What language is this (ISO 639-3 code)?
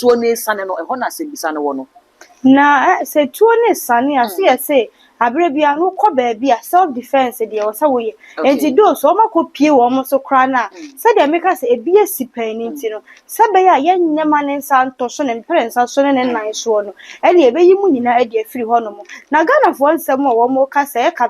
aka